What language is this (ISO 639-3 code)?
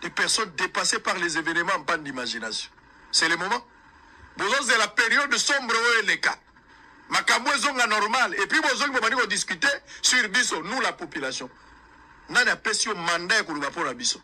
lin